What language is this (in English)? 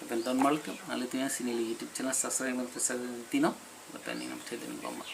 Karbi